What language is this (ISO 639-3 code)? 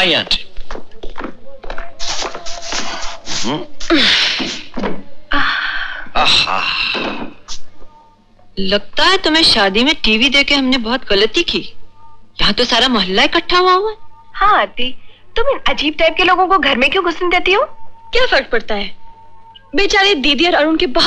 hin